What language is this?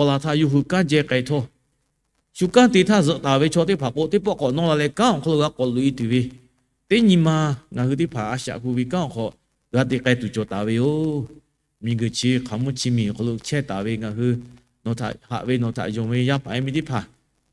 Lahu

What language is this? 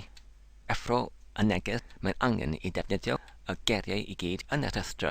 Welsh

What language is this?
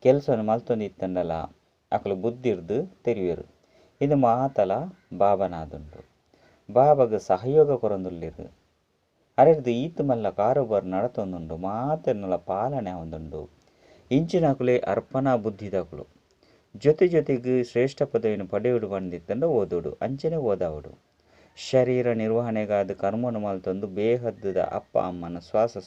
Tulu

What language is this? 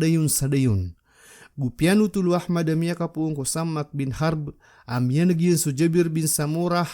Maranao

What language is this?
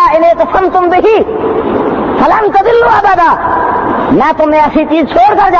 Urdu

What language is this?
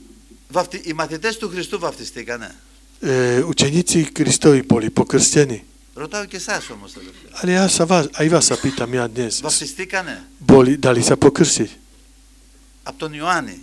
Slovak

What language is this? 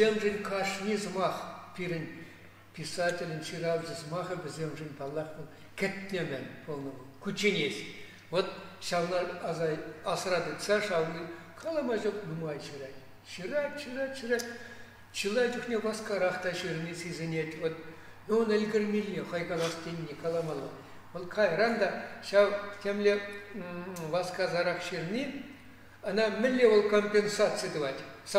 Chuvash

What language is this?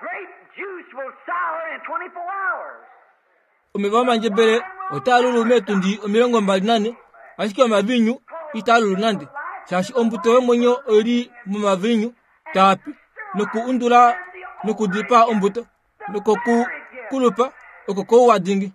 Kuanyama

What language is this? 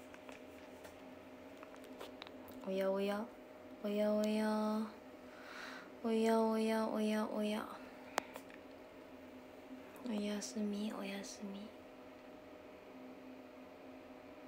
Japanese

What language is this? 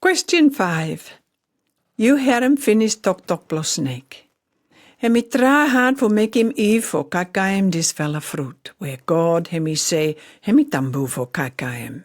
Pijin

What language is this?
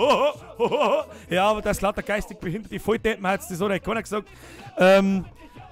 Bavarian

